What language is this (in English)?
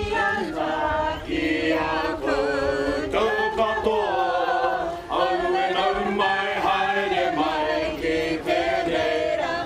Māori